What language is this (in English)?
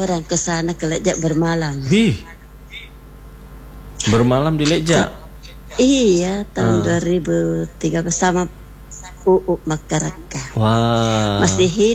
Indonesian